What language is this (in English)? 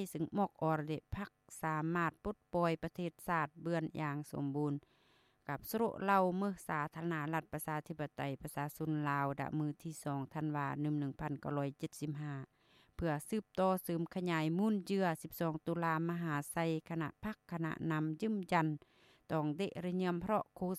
Lao